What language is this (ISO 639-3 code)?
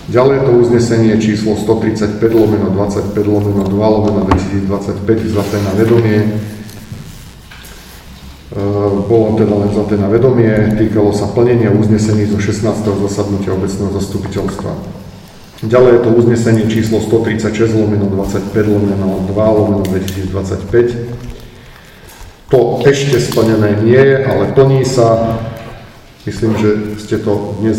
slk